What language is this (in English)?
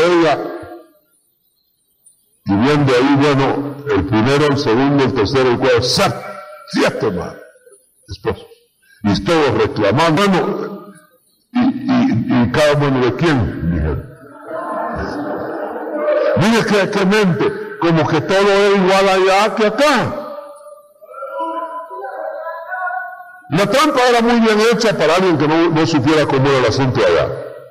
Spanish